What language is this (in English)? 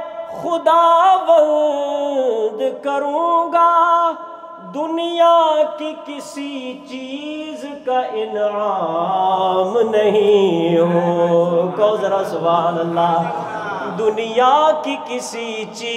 Urdu